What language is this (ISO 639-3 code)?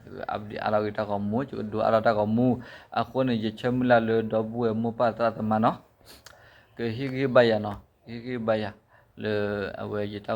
ksw